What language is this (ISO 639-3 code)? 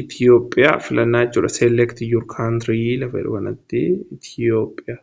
orm